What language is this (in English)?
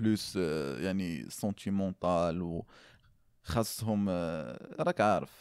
Moroccan Arabic